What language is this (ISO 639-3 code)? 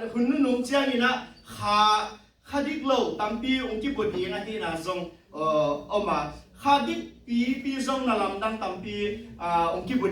ctd